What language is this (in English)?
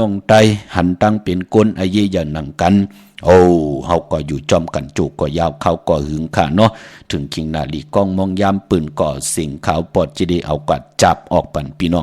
Shan